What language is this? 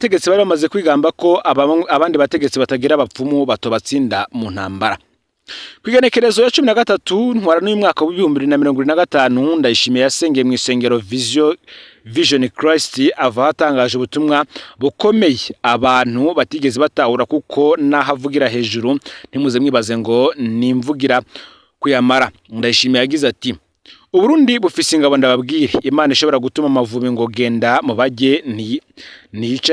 Rundi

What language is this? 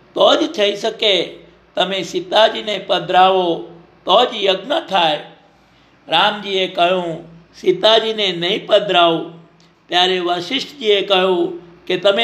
Gujarati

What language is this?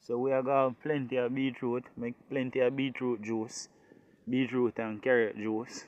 Jamaican Creole English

